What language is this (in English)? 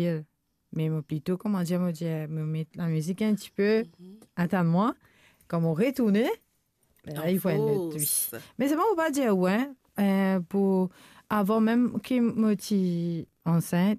Morisyen